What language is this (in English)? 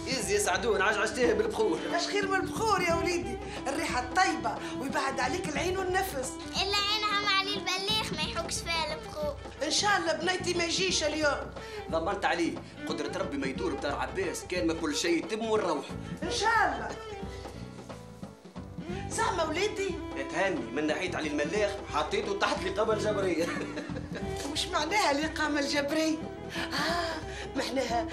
Tunisian Arabic